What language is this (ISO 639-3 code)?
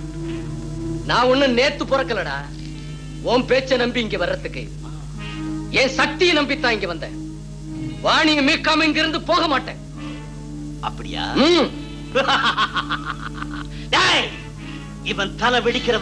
tam